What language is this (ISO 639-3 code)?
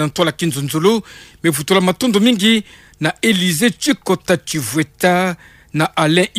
ktu